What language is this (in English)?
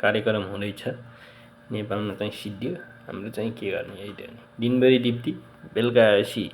Nepali